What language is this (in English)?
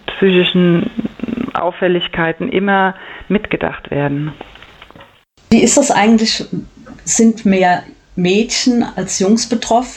German